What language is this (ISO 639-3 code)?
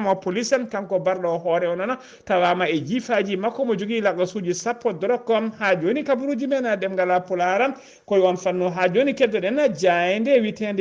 ful